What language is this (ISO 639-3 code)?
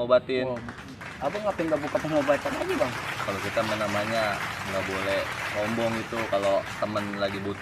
bew